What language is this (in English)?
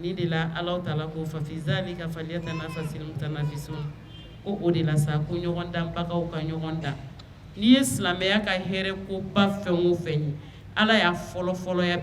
Bambara